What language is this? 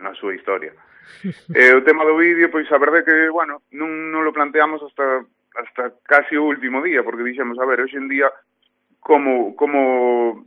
Galician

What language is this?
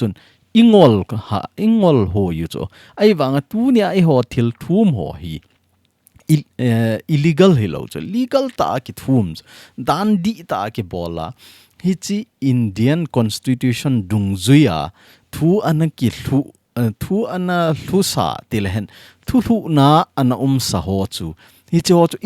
Thado Chin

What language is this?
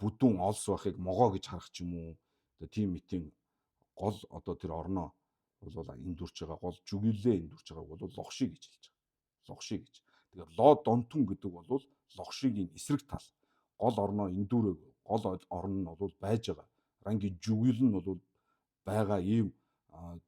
Mongolian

